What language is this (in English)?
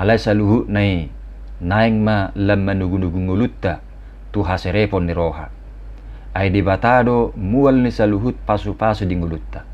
Batak Toba